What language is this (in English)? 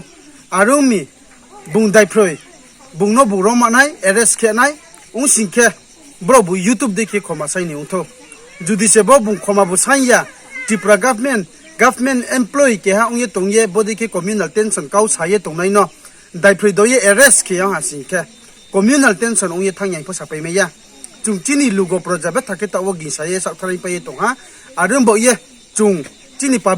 Riang (India)